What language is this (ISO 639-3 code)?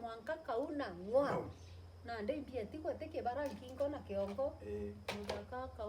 mer